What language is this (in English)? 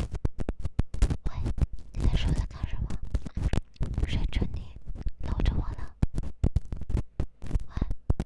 Chinese